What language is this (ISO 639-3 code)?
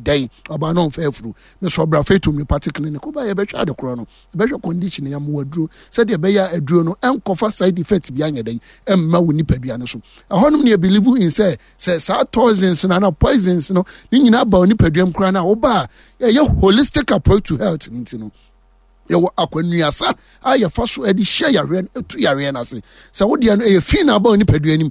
aka